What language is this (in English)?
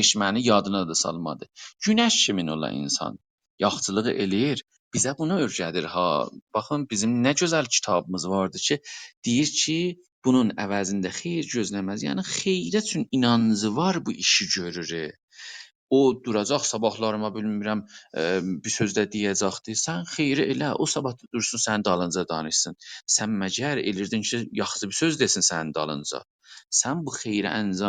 South Azerbaijani